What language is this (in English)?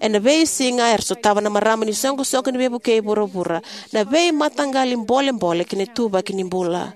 Fijian